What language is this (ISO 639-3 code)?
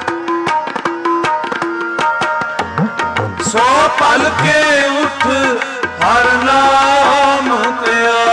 pan